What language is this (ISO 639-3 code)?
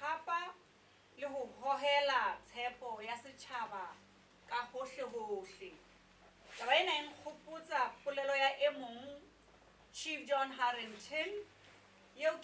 sot